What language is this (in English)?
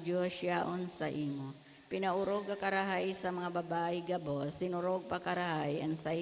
Bikol